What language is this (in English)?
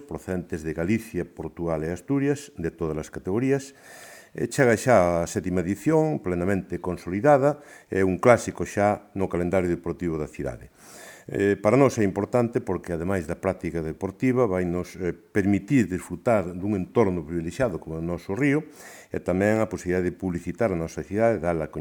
Galician